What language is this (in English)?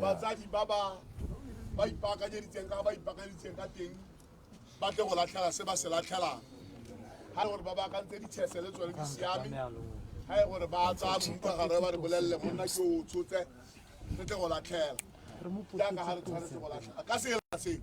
Tswana